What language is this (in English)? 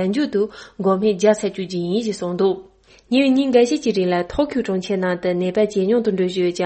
Tibetan